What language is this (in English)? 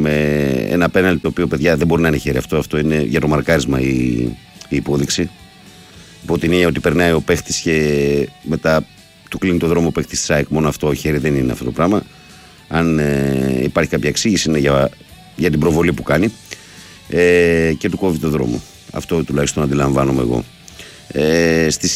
Greek